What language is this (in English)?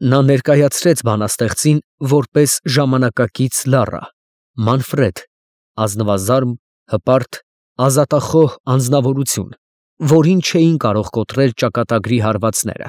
Armenian